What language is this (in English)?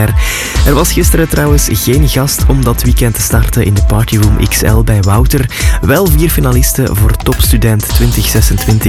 Dutch